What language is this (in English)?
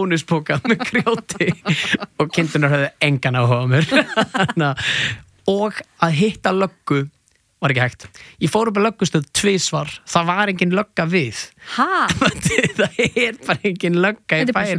Icelandic